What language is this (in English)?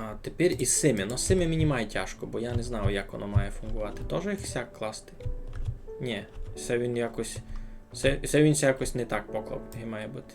Rusyn